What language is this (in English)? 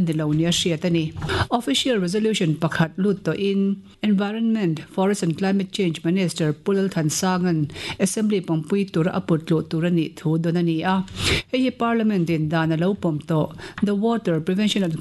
Mizo